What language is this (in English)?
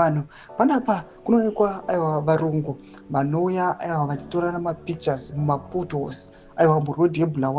Shona